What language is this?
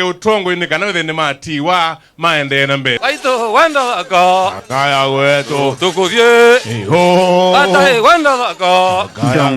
Kamba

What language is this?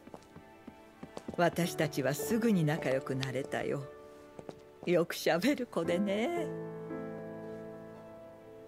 Japanese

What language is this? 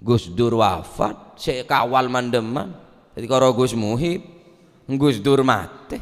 Madurese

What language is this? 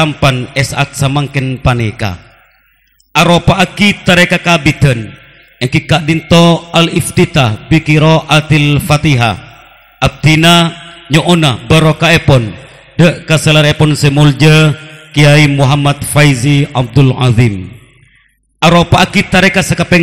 Madurese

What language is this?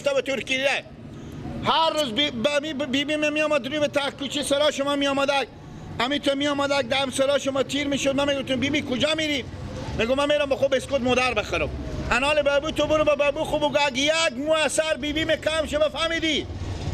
Persian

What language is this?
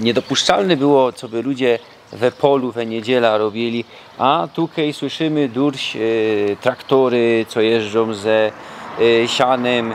Silesian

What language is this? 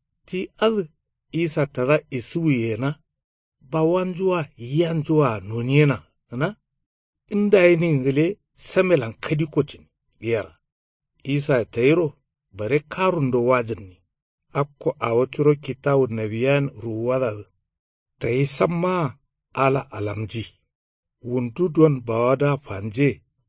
Kanuri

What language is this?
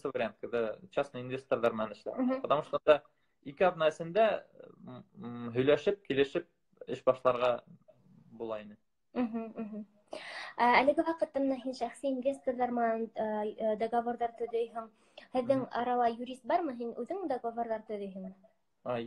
Bashkir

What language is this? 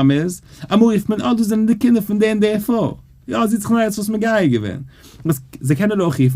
Yiddish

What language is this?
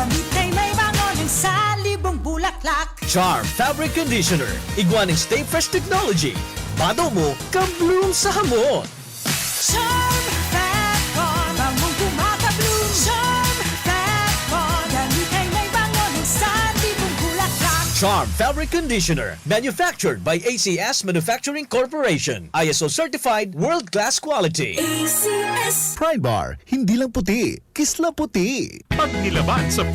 Bikol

